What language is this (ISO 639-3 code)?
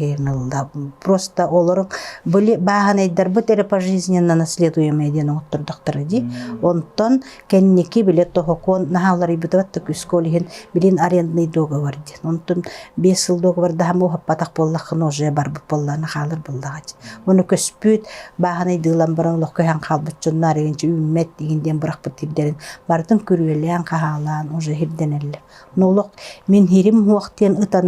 sah